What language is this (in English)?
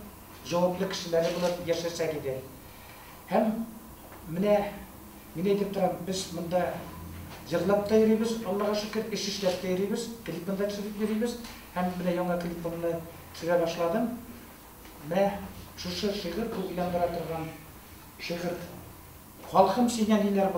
Tatar